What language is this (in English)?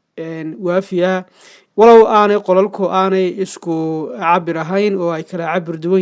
Somali